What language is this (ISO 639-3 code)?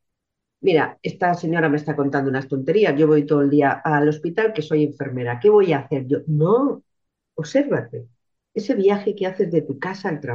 spa